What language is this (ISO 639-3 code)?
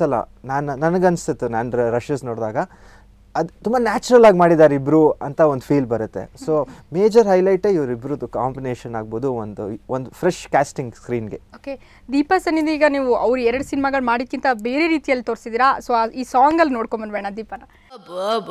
kan